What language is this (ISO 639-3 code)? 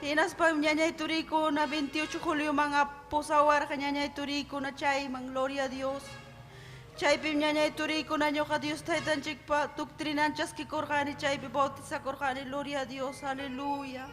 quy